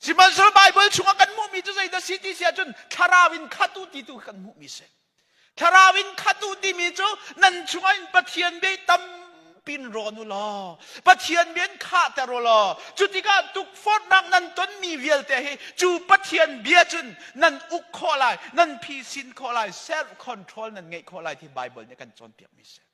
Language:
Hakha Chin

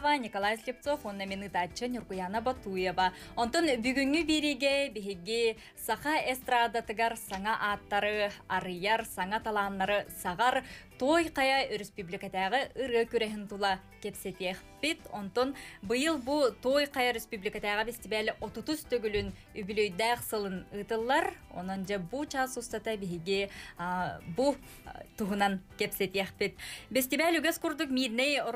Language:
Yakut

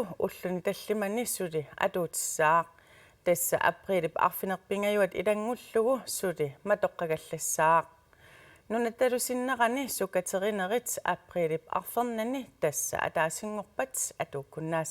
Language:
Kalaallisut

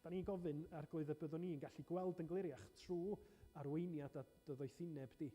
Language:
Welsh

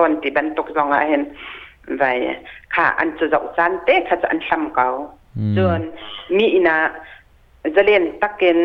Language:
Hakha Chin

